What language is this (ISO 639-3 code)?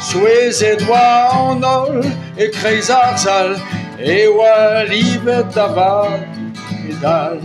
bre